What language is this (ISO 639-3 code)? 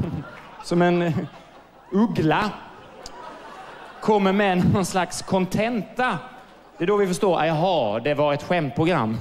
swe